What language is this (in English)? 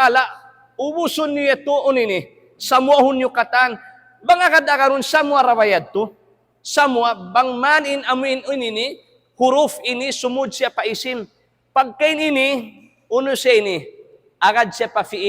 Tausug